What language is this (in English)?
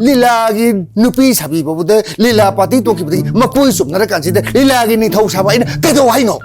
Manipuri